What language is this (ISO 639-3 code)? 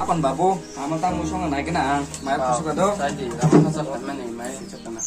trp